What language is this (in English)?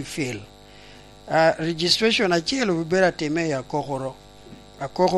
Lango (Uganda)